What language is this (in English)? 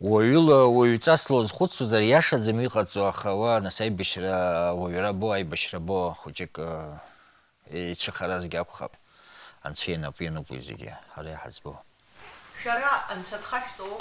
Abkhazian